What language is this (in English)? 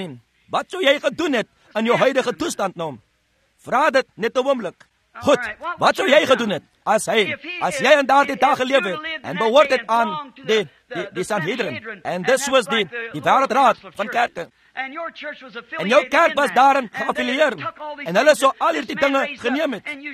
Afrikaans